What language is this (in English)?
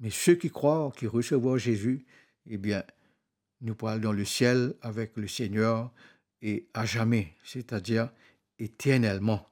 Morisyen